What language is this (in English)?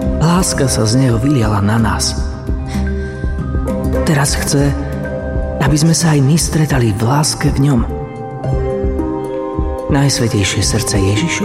Slovak